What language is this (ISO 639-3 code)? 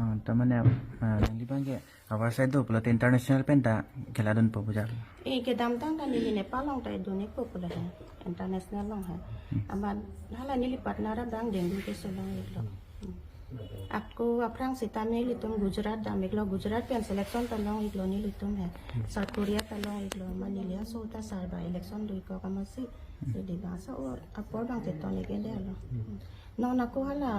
mjw